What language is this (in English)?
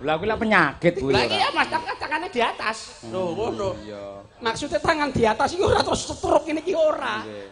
Javanese